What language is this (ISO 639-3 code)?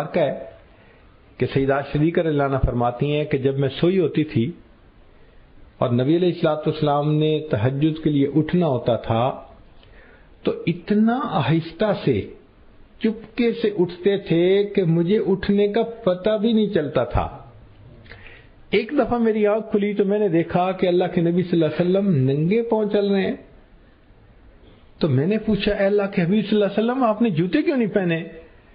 urd